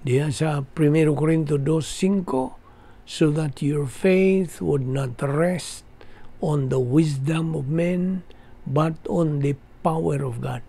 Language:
Cebuano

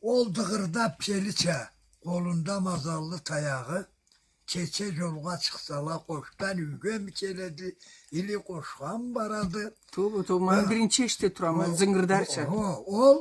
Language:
Karachay-Balkar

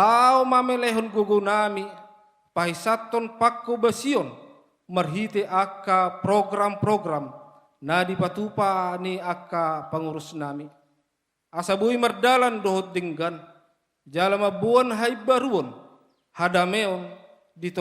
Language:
Batak Toba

